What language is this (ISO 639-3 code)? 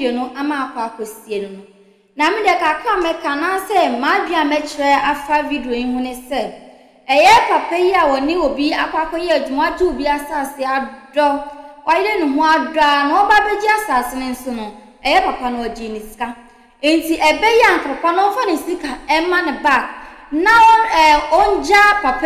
aka